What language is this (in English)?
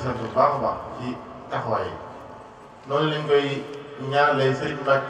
Wolof